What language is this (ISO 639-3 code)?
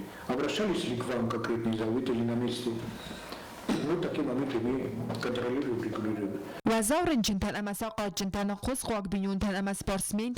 oss